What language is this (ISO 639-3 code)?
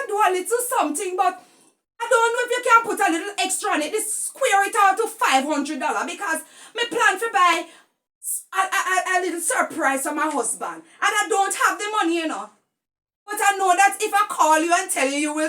jam